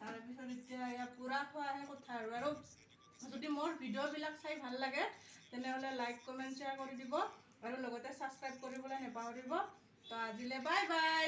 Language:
Assamese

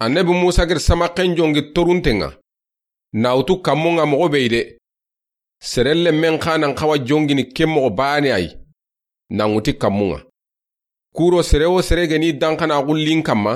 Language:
Soninke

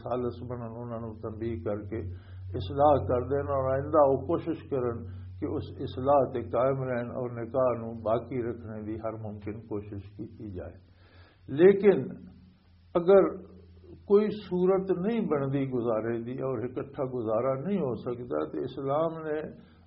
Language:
Western Panjabi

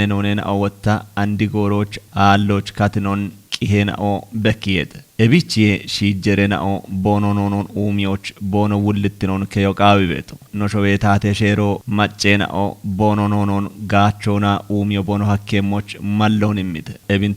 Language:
Kafa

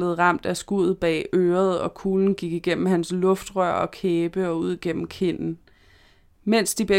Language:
Danish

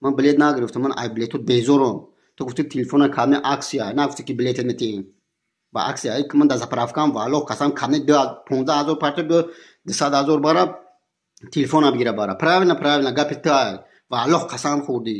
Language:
Tajik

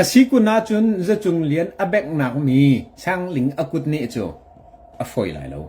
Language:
Hakha Chin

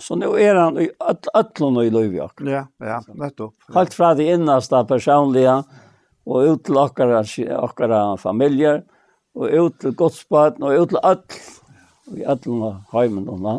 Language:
Faroese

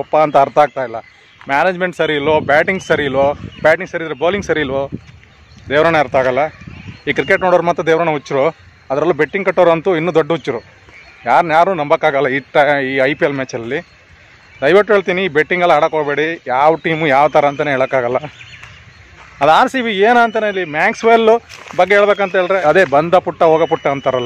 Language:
Kannada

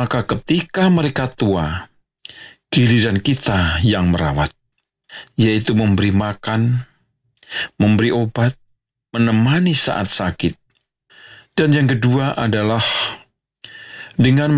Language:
Indonesian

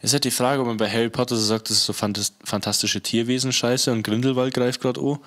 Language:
Bavarian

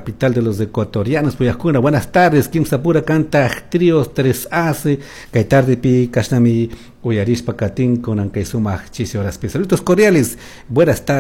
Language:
Chimborazo Highland Quichua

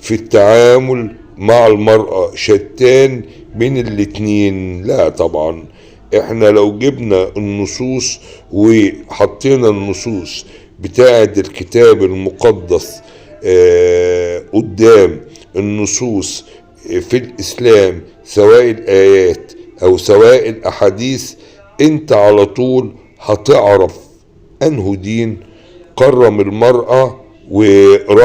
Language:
Egyptian Arabic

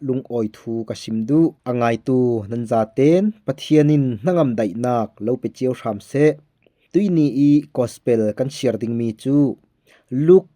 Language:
Falam Chin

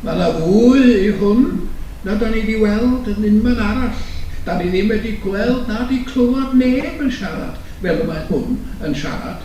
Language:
Welsh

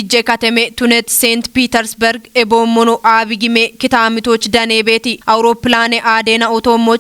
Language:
Kafa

